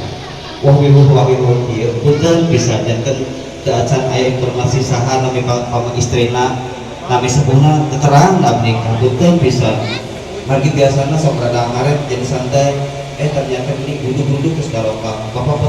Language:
Sundanese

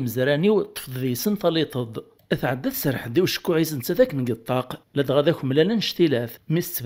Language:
Kabyle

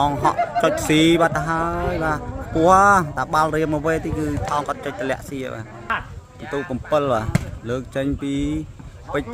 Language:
Khmer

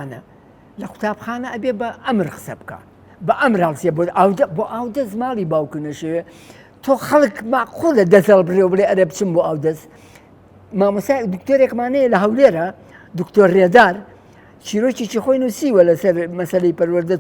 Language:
Central Kurdish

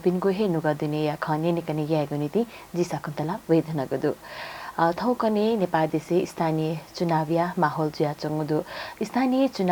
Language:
Newari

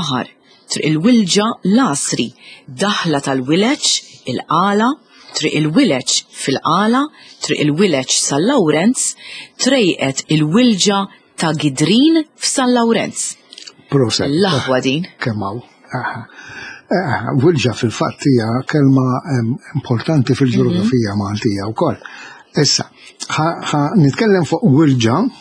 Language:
Maltese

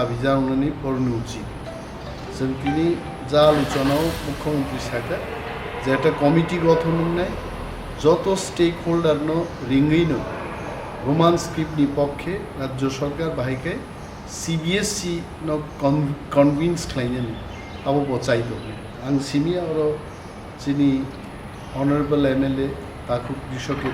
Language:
Kok Borok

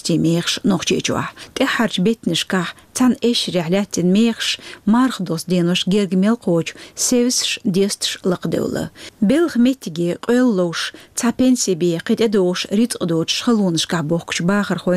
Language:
Chechen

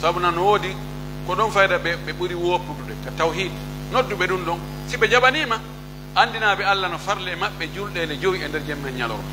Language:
Pular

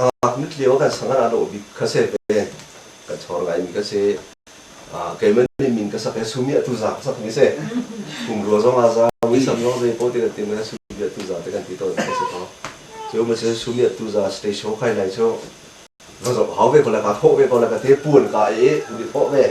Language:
Hakha Chin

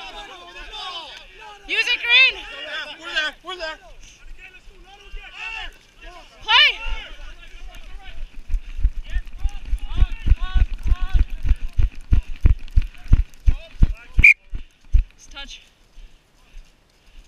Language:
English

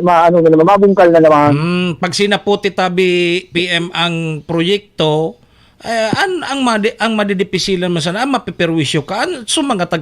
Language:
Bikol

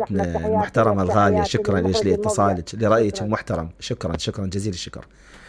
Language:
Mesopotamian Arabic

